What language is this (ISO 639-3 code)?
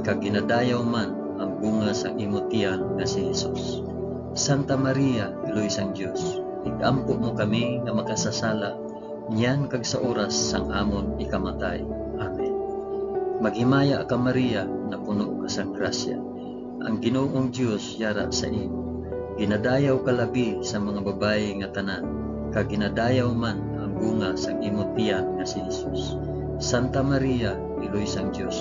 hil